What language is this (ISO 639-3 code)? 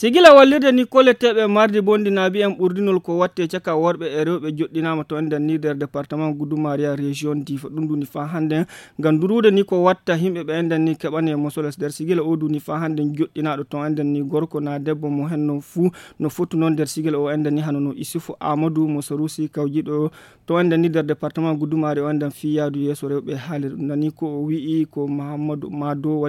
ful